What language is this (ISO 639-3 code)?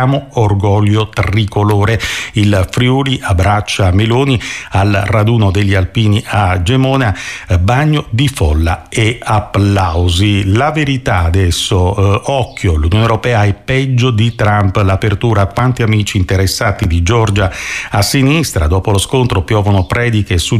ita